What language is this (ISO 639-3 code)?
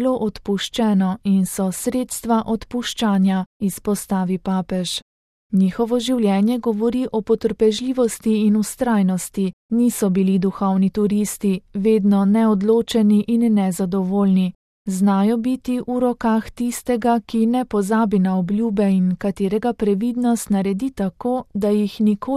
slv